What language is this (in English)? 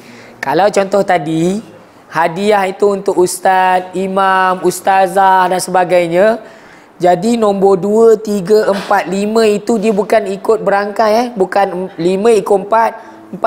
Malay